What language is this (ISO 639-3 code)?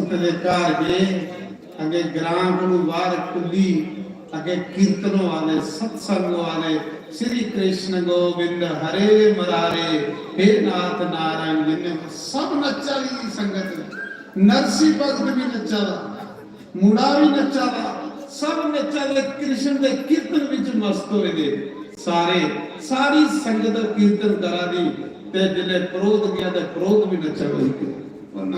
doi